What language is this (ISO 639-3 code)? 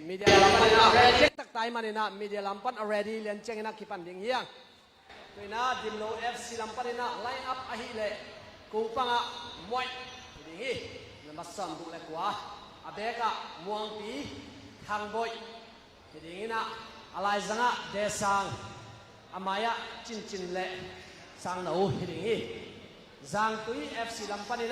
ctd